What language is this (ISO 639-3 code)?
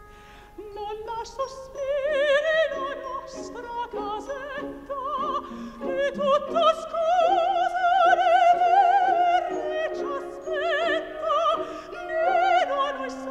ita